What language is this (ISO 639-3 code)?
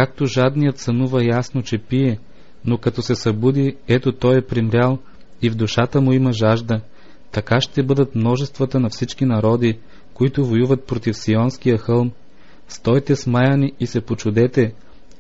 bul